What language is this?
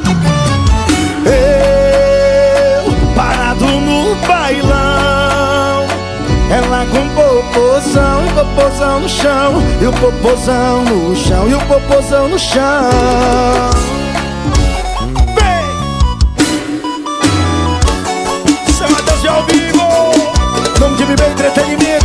Portuguese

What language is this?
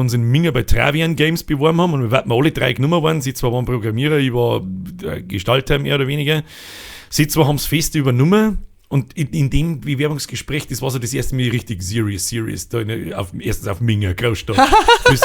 Bavarian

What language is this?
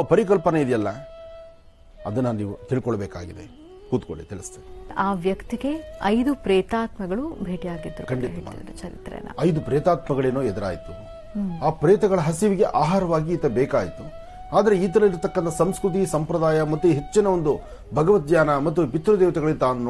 Kannada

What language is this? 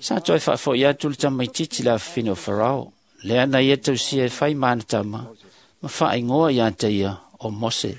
Samoan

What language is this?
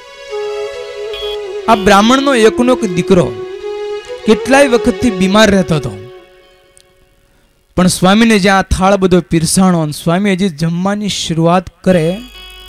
Gujarati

